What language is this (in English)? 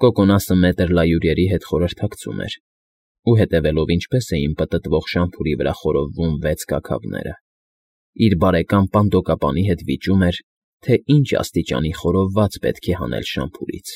Armenian